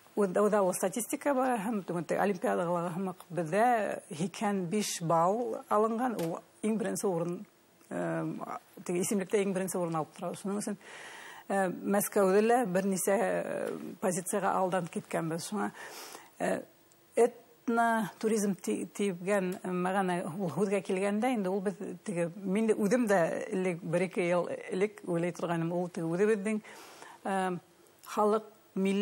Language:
Bashkir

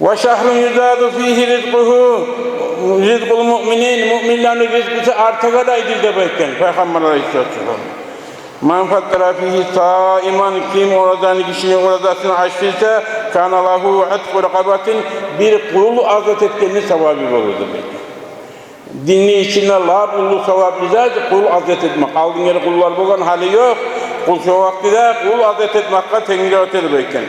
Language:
Kumyk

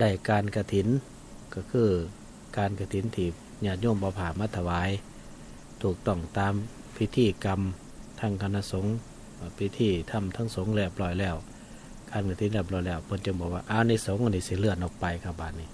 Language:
Northeastern Thai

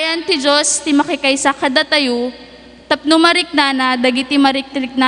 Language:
Iloko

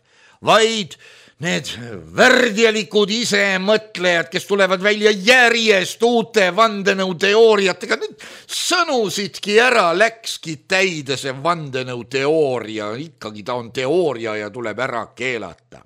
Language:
Estonian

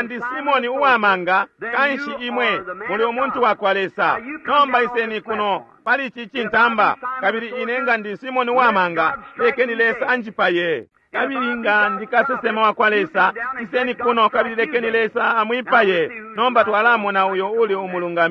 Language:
Bemba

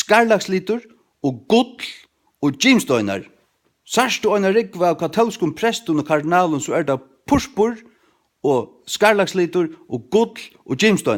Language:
Faroese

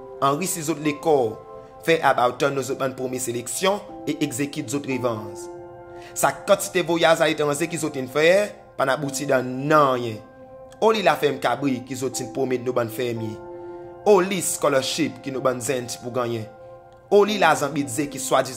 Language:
Seselwa Creole French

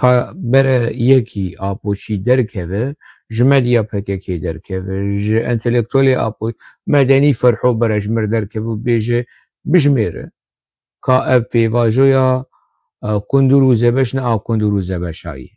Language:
Kurdish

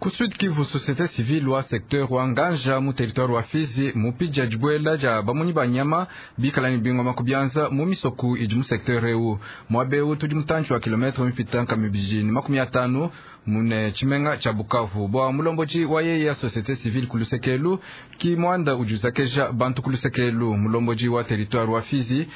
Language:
Luba-Lulua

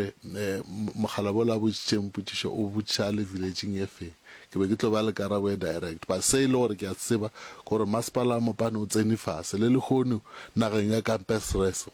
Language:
Northern Sotho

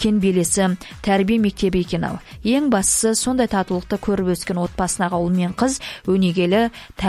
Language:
Kazakh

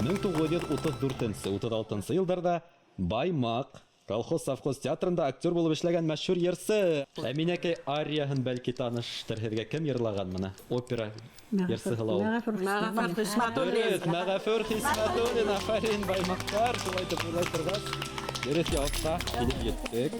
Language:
Bashkir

